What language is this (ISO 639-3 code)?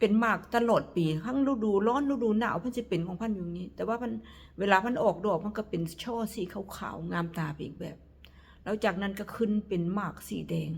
tts